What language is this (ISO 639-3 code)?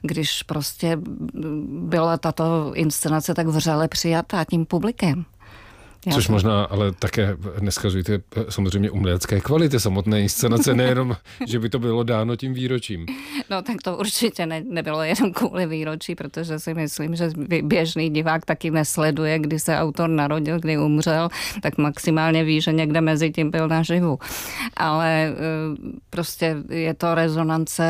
ces